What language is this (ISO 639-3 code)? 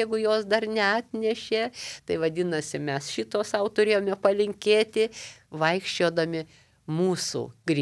lit